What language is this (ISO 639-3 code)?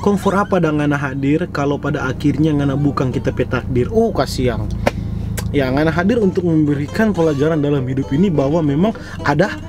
xmm